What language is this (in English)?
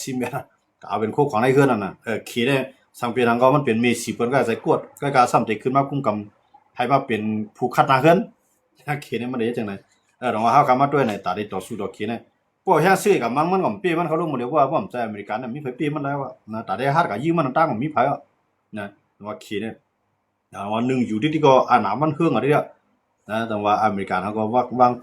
Shan